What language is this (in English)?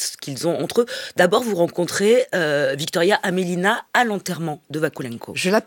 French